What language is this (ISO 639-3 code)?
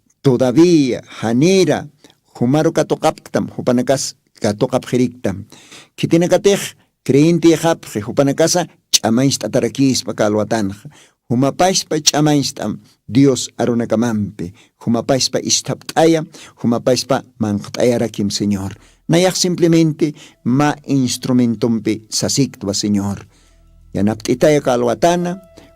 aym